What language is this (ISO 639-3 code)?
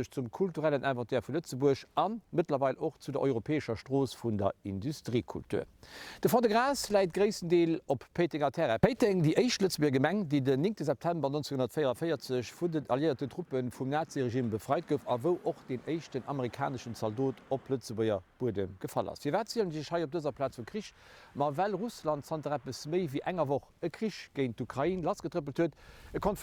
ltz